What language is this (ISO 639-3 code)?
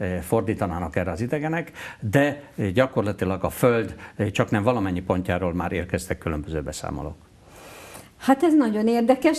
hun